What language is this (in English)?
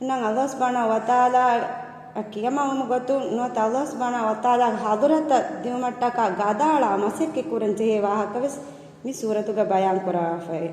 Divehi